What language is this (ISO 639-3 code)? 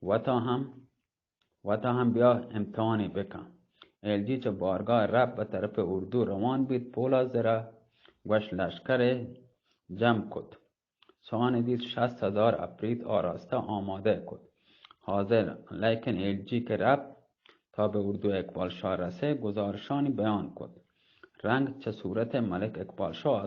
bgp